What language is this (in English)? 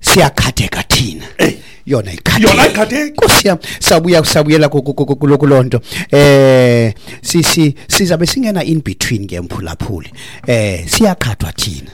Xhosa